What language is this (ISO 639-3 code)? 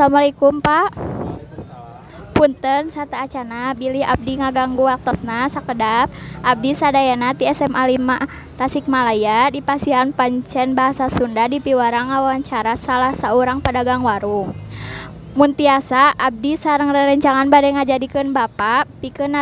sun